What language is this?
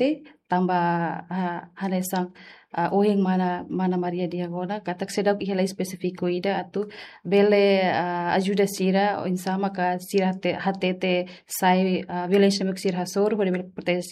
Tetum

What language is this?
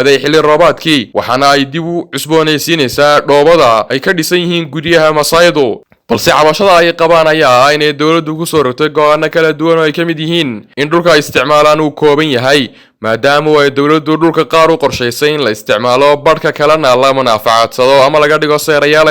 Somali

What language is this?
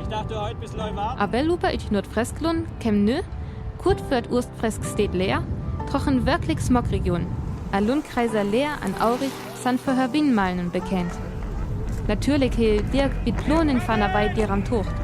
Northern Frisian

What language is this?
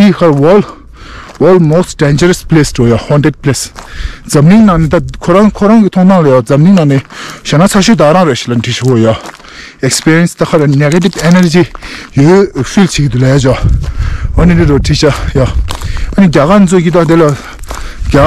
Tibetan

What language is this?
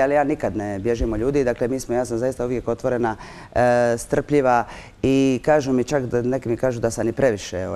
Croatian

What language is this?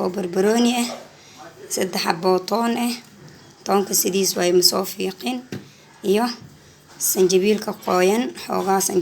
Somali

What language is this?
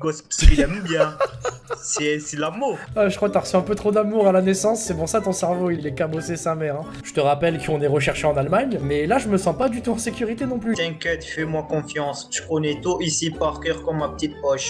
French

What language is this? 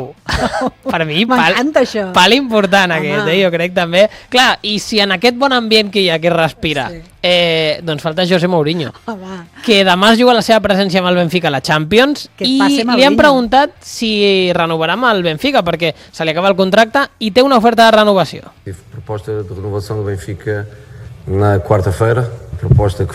Catalan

